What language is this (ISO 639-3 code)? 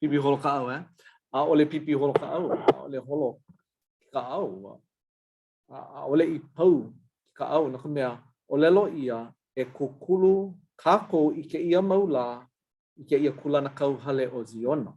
haw